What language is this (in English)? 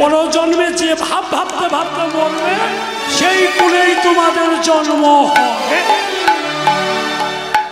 Bangla